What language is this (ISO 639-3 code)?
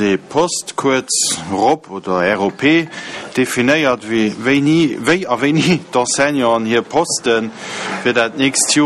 ltz